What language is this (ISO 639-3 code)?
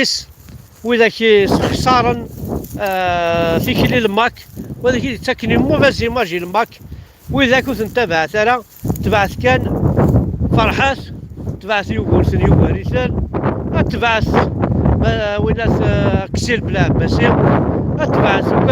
kab